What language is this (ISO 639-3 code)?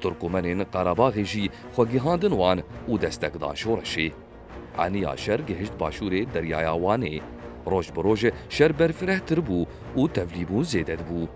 kur